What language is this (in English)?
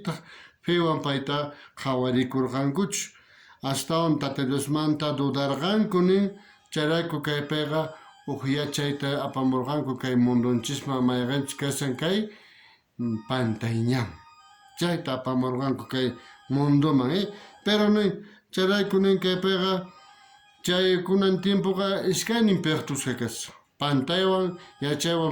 South Bolivian Quechua